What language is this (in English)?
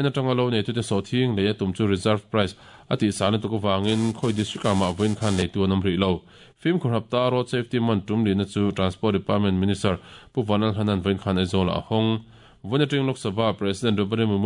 Mizo